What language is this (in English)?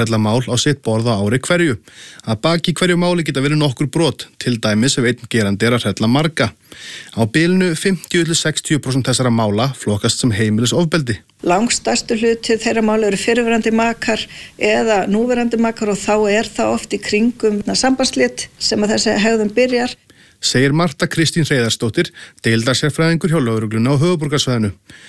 Icelandic